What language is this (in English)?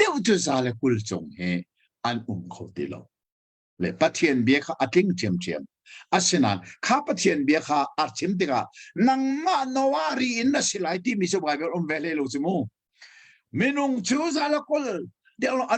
Hakha Chin